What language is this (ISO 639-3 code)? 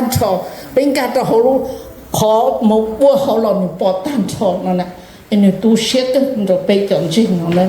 hmn